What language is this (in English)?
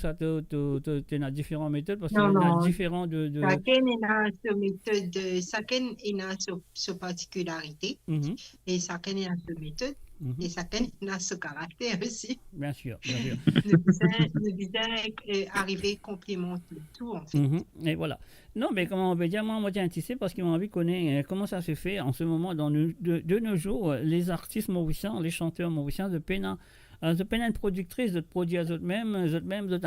Morisyen